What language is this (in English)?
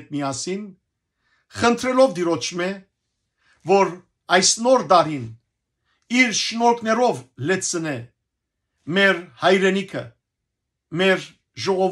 Western Armenian